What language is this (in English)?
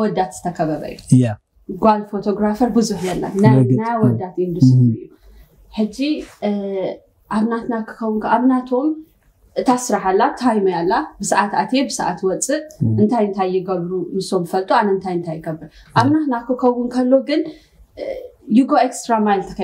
Tigrinya